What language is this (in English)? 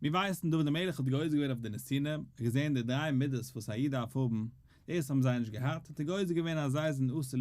Yiddish